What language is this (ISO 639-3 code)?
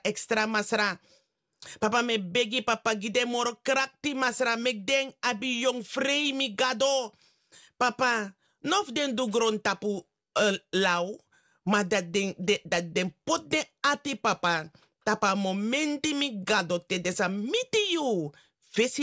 srn